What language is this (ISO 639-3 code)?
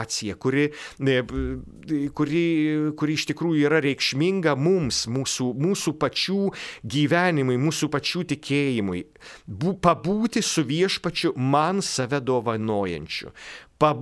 lit